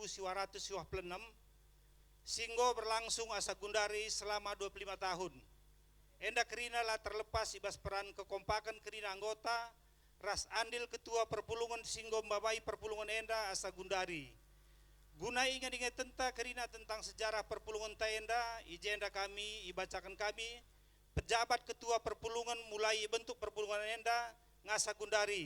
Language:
Batak Karo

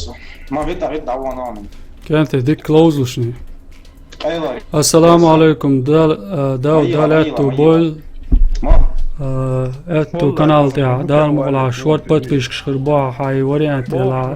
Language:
Chechen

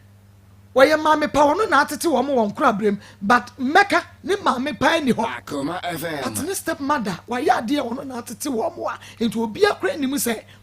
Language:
Akan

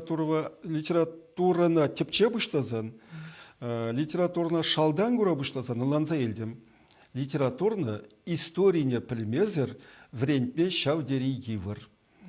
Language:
Chuvash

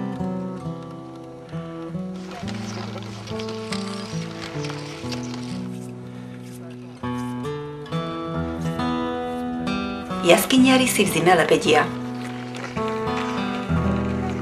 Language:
Slovak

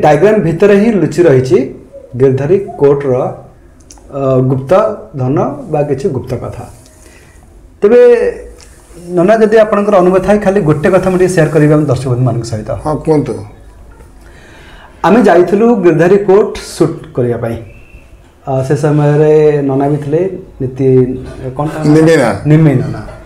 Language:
Odia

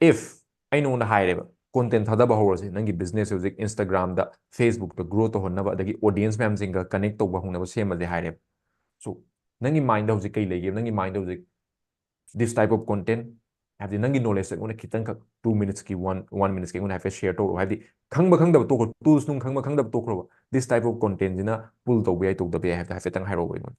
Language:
Manipuri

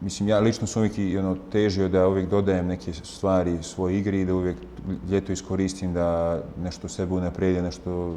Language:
Bosnian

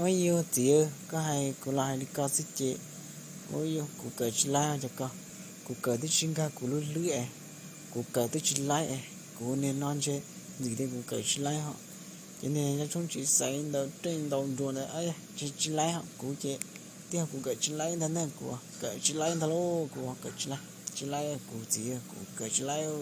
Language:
Hmong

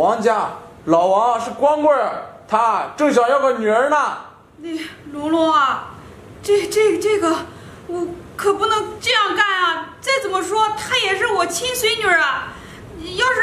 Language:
Chinese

